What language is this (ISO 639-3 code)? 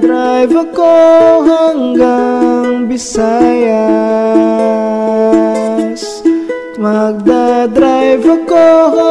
fil